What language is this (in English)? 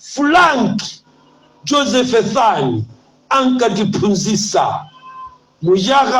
Nyanja